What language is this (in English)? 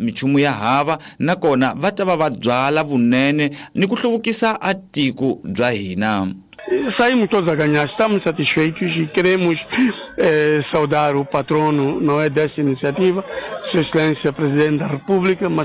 Tsonga